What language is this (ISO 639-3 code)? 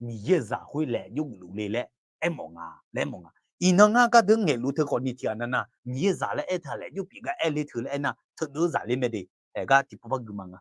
ahk